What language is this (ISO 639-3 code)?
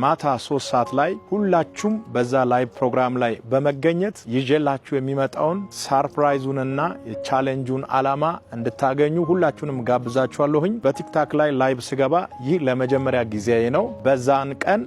amh